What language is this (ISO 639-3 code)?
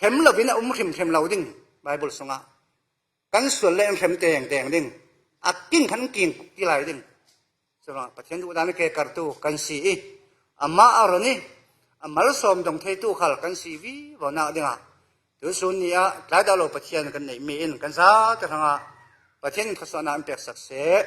cfm